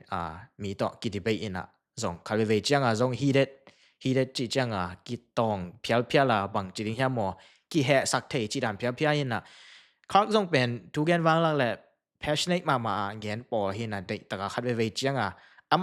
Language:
Tedim Chin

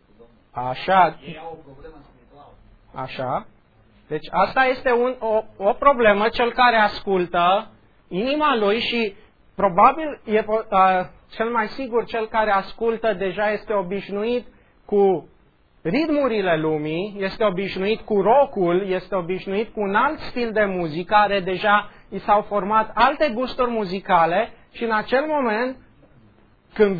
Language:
Romanian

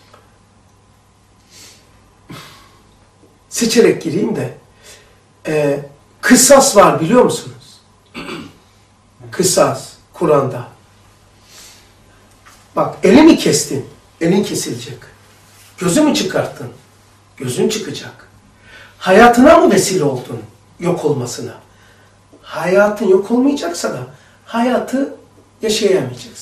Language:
Turkish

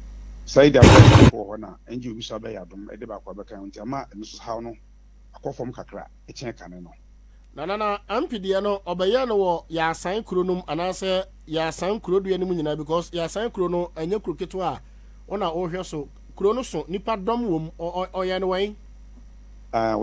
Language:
Akan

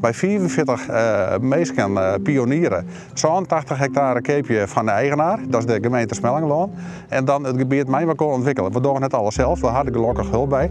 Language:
Western Frisian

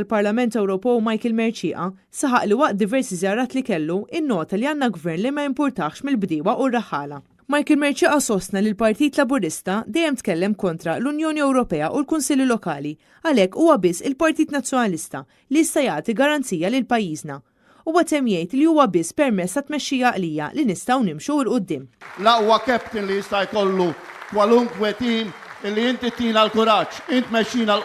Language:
Maltese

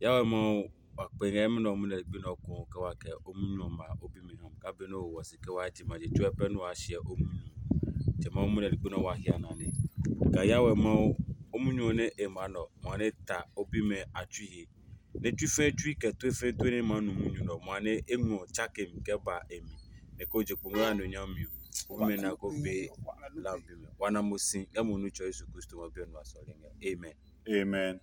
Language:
Adangme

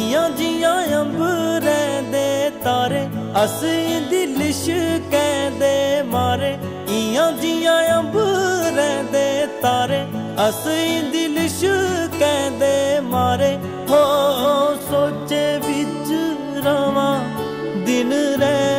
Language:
Dogri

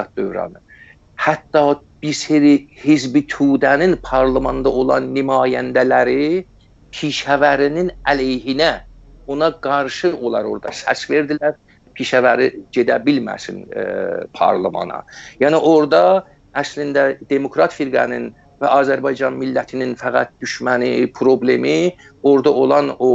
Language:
South Azerbaijani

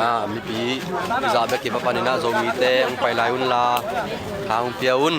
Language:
Tedim Chin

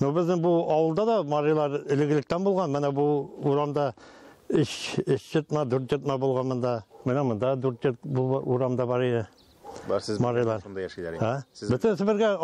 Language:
Tatar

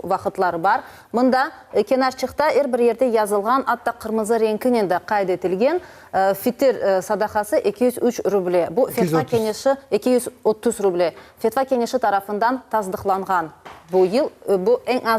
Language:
Crimean Tatar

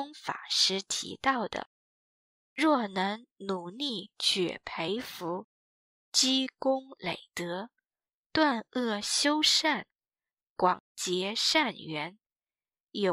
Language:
Chinese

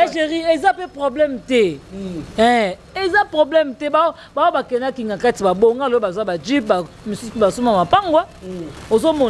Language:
Lingala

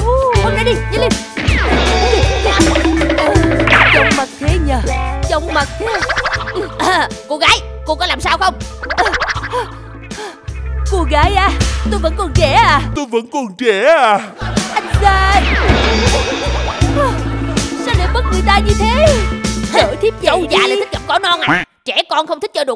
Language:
Vietnamese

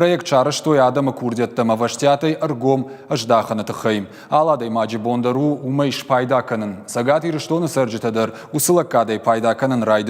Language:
Ossetic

